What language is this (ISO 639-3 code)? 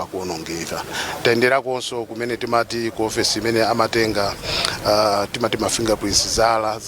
nya